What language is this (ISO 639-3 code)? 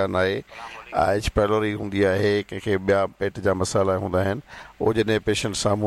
snd